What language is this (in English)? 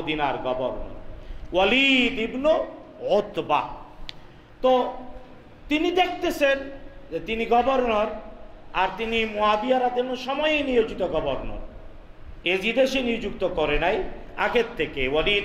Bangla